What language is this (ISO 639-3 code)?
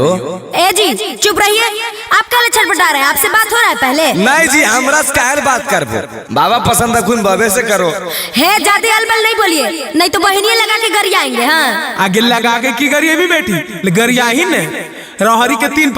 mag